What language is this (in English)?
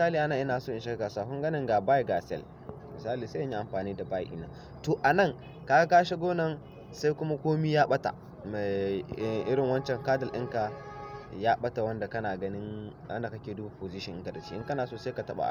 Hausa